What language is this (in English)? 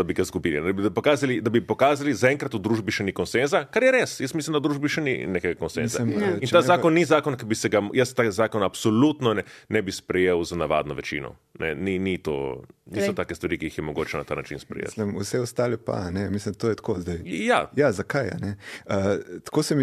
Slovenian